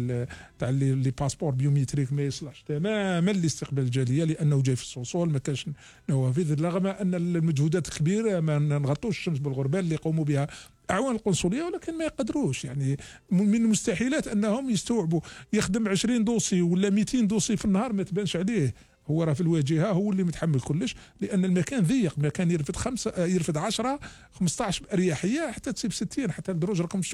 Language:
Algerian Arabic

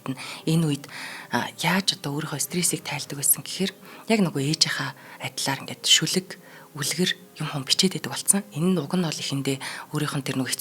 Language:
Mongolian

